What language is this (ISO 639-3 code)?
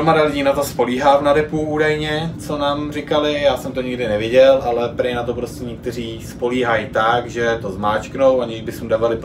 ces